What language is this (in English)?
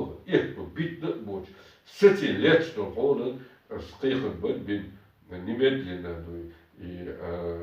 Chechen